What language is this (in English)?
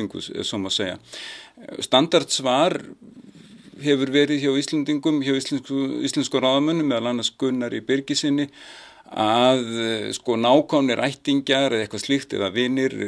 Icelandic